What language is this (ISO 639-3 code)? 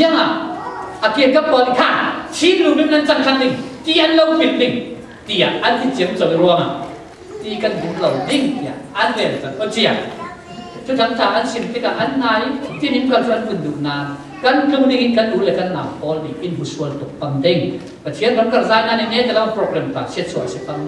cfm